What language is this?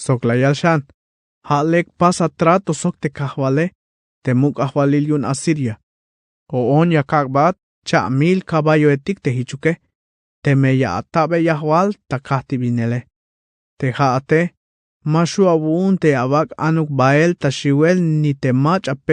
Tzeltal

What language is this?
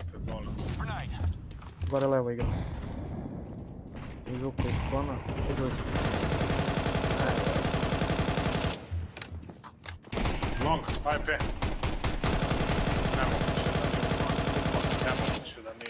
Serbian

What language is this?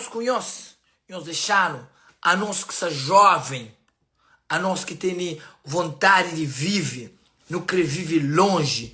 Kabuverdianu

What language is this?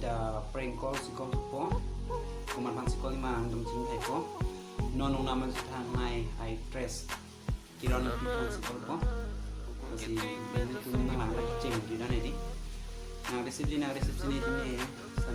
Karbi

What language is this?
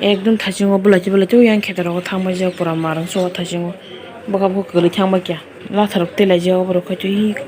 Kok Borok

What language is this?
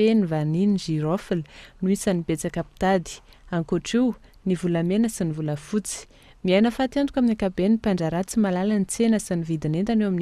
Malagasy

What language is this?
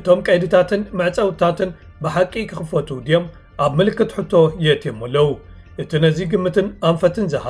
Tigrinya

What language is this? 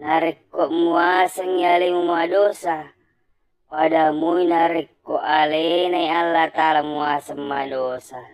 Buginese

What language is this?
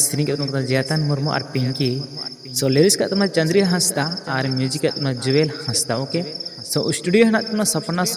Santali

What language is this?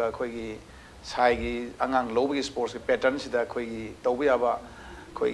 Manipuri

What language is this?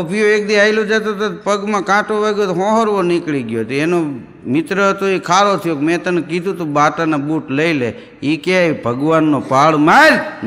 Gujarati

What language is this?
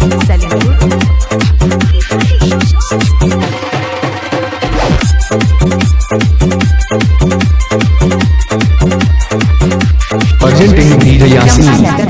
Bhojpuri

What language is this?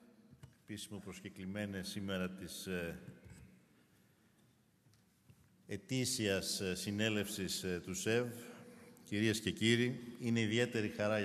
Greek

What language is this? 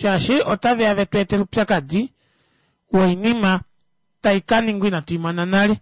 Kuanyama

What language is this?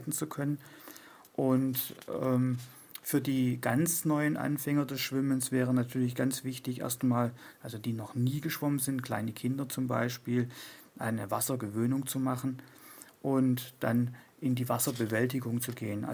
German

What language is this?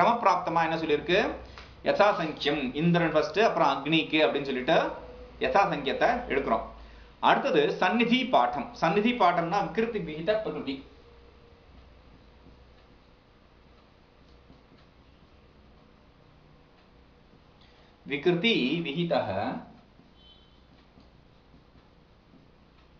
Tamil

